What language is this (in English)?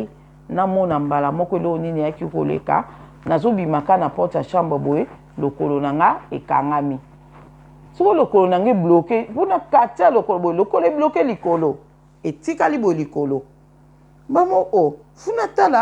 Lingala